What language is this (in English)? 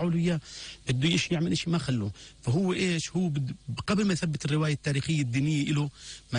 North Levantine Arabic